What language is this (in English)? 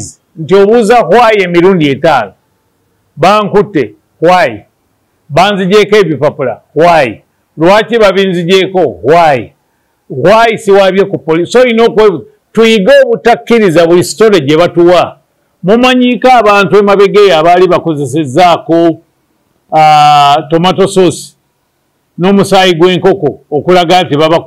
Ganda